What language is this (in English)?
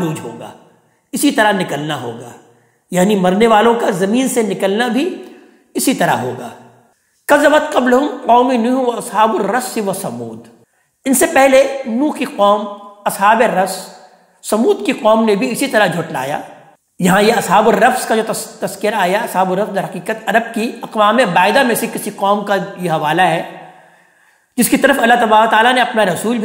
Urdu